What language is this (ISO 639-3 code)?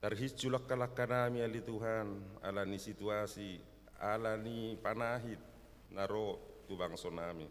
bbc